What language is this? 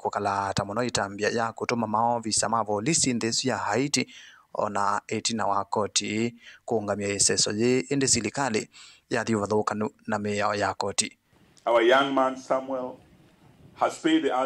Kamba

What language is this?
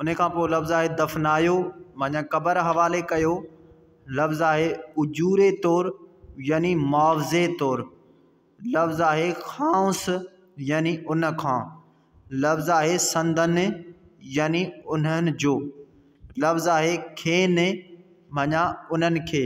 Sindhi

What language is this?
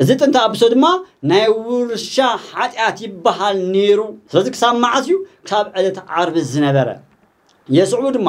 Tigrinya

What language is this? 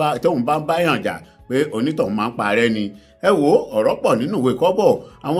Yoruba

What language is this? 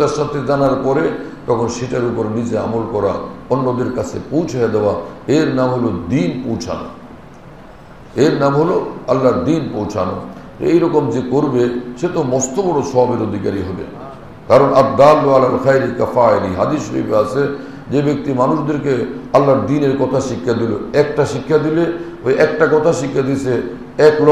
Bangla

